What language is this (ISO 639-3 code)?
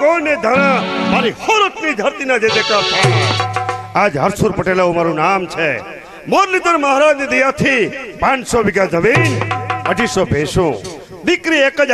guj